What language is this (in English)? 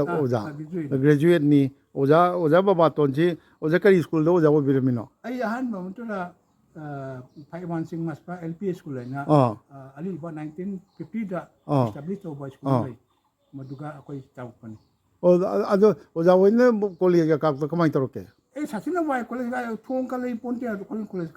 Manipuri